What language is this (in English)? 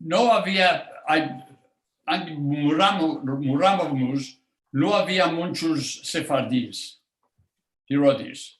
Ladino